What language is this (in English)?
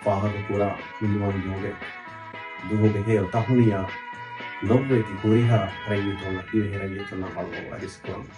Divehi